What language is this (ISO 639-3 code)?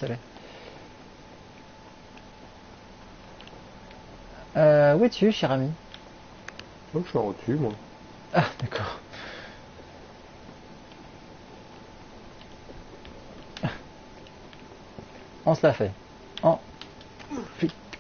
fra